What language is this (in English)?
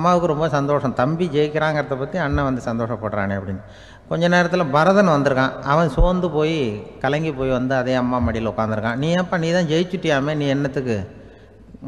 Tamil